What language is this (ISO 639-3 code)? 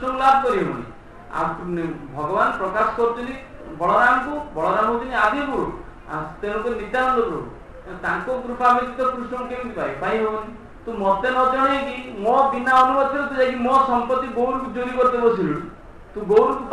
ori